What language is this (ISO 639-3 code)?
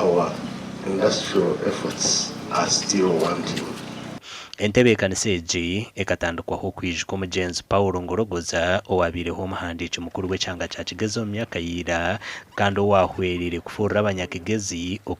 nyn